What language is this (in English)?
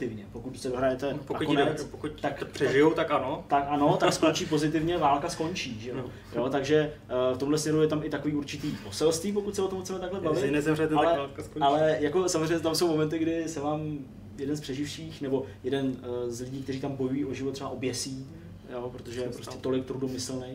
Czech